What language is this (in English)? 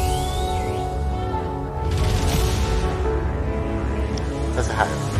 Swahili